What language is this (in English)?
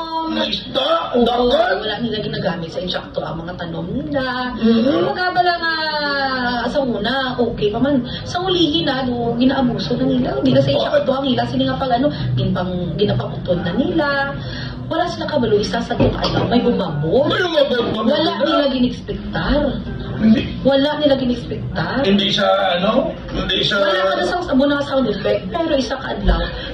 Hiligaynon